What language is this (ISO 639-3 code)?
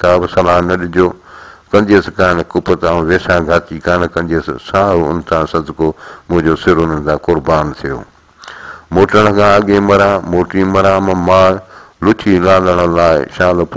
snd